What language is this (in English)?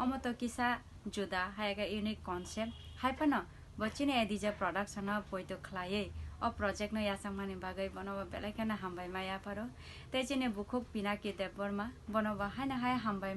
Kok Borok